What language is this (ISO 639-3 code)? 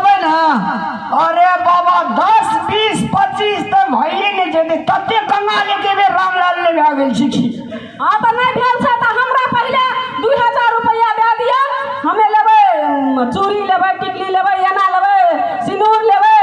mai